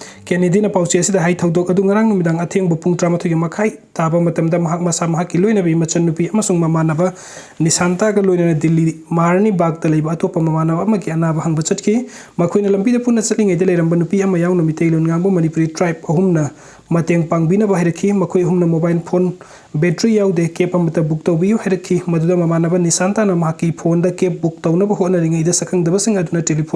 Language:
Manipuri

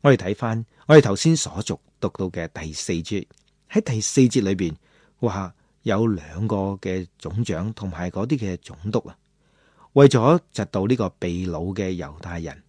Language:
Cantonese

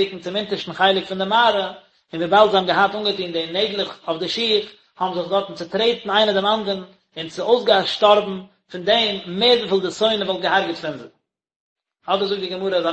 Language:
Yiddish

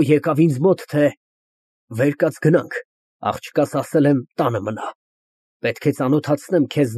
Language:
Armenian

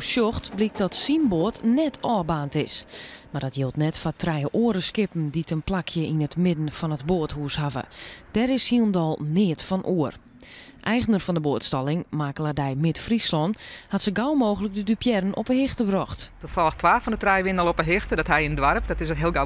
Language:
Western Frisian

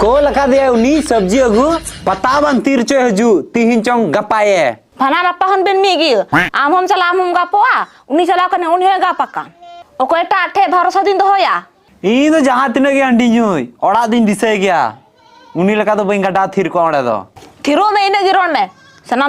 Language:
Santali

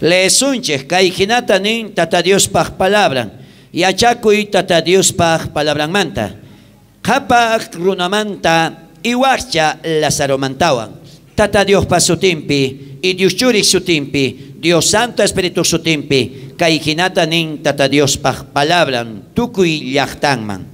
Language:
South Bolivian Quechua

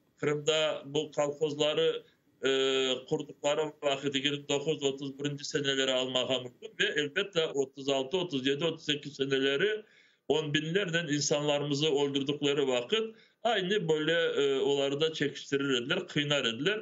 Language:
Crimean Tatar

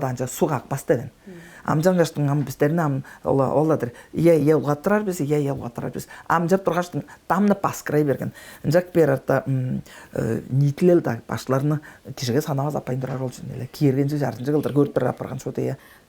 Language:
Tuvinian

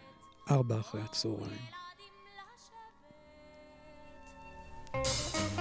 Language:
Hebrew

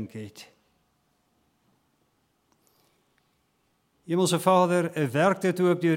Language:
Afrikaans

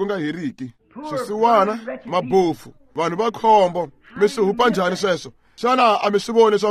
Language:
Tsonga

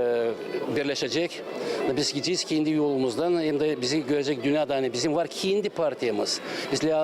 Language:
Gagauz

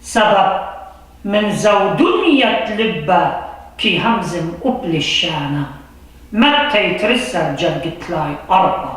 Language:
Assyrian Neo-Aramaic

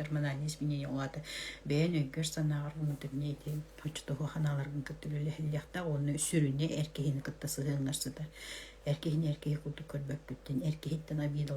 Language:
Yakut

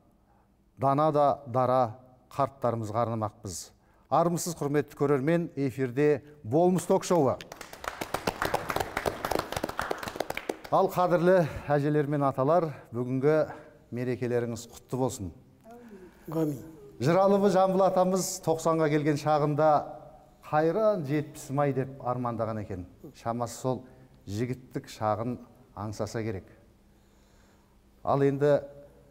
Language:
Kazakh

